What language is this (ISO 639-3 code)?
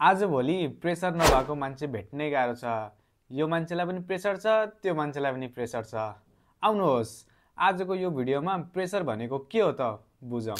nep